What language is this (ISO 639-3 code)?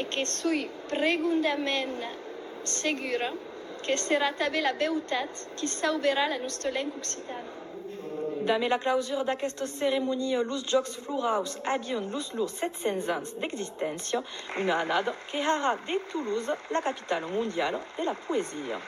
oci